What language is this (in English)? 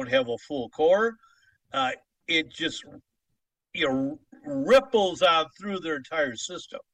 English